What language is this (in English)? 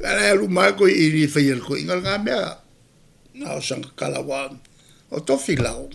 Samoan